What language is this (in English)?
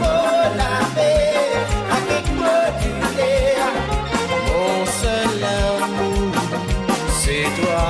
Morisyen